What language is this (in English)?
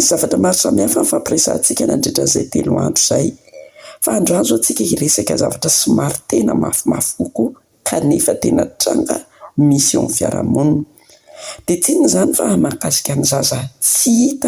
Malagasy